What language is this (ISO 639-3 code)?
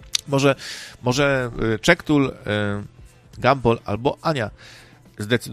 pol